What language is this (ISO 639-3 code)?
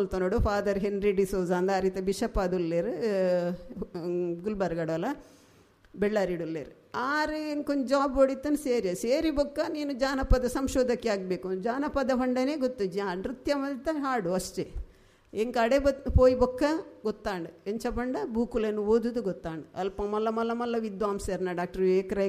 tcy